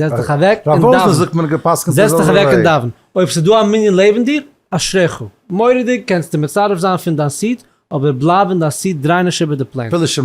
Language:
Yiddish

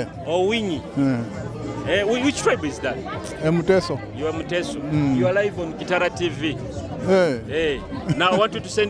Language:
Nyoro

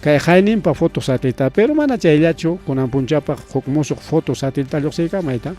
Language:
Ayacucho Quechua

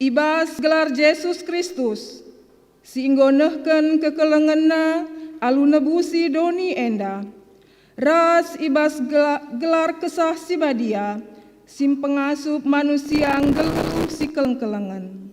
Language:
Batak Karo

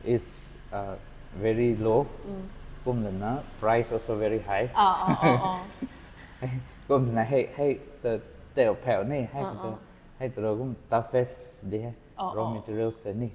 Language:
Rongmei Naga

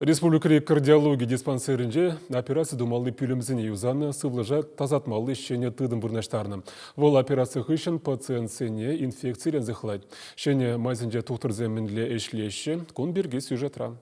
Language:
Chuvash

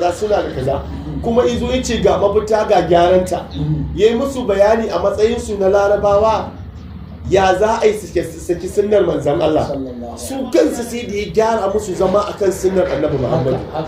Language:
Hausa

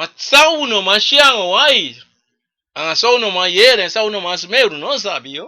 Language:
Sranan Tongo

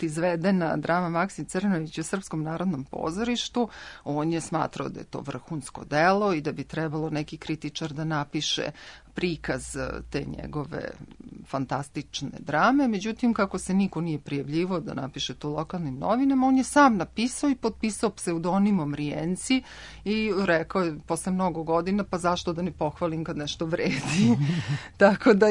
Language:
Serbian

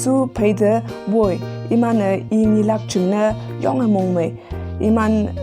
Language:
Konyak Naga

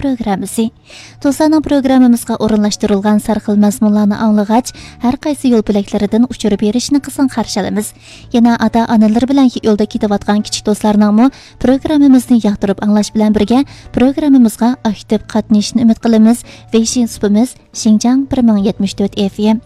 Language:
Uyghur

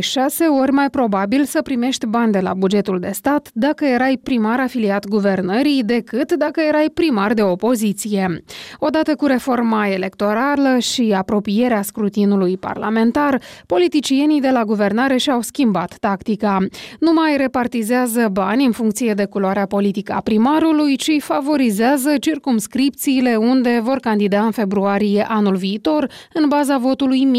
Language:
Romanian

